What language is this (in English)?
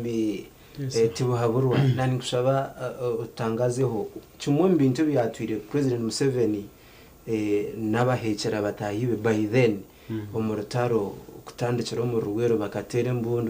Nyankole